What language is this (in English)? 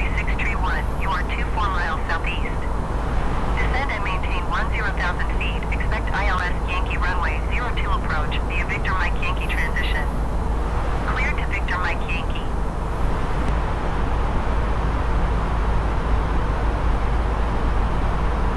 English